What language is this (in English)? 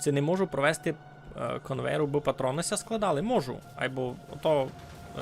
Rusyn